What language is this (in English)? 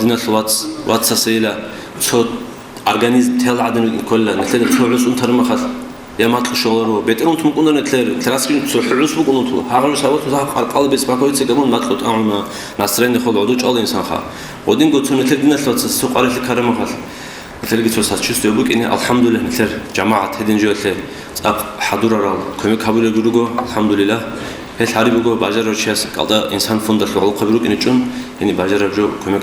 Avaric